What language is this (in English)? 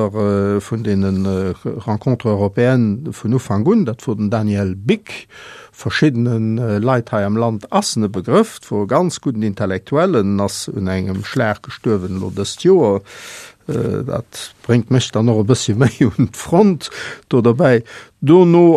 Luxembourgish